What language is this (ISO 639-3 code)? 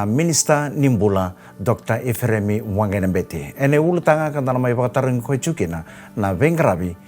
fij